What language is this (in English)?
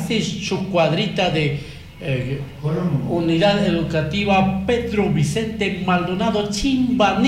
Chimborazo Highland Quichua